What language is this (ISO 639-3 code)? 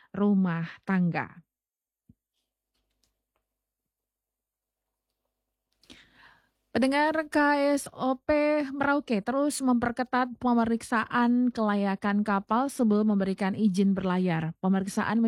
ind